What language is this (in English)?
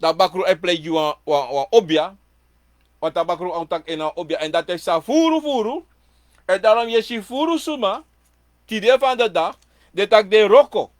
Sranan Tongo